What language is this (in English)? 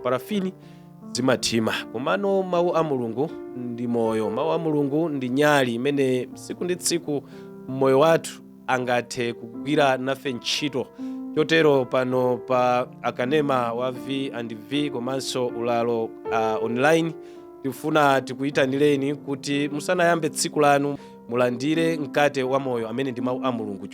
Nyanja